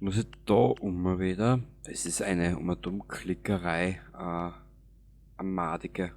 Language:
Bavarian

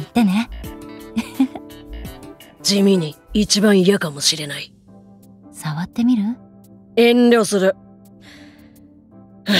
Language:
Japanese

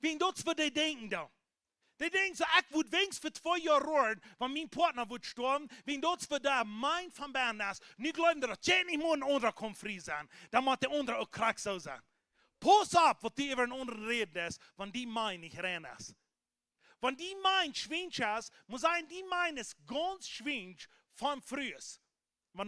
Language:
Plautdietsch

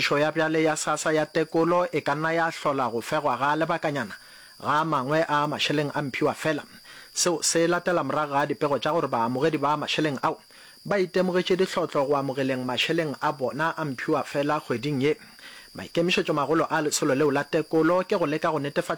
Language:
Northern Sotho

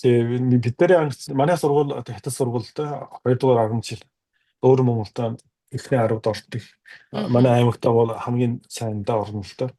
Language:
Mongolian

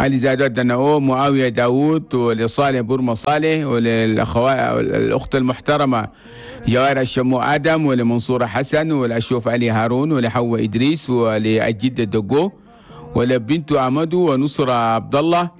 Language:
Chadian Arabic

